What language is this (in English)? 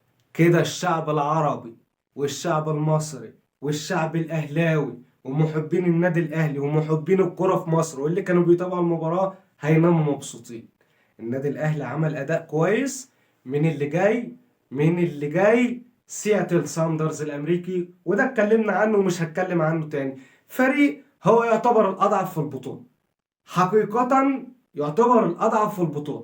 Egyptian Arabic